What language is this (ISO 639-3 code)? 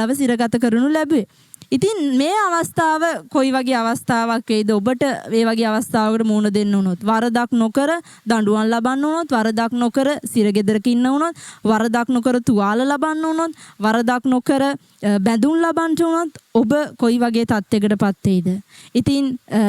sin